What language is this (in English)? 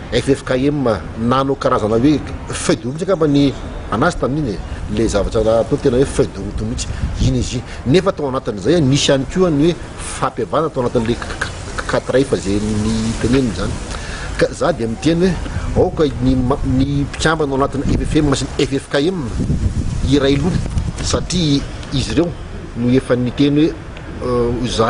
Malagasy